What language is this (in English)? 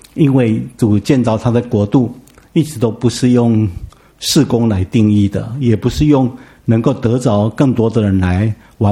Chinese